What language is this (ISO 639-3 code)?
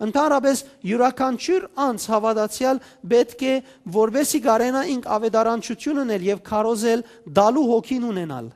hyw